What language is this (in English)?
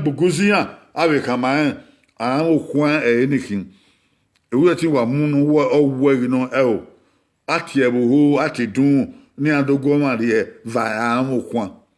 Bini